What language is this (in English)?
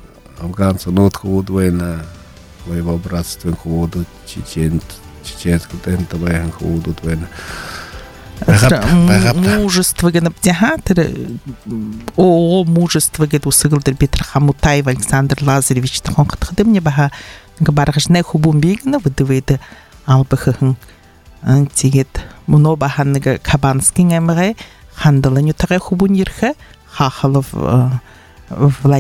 Buriat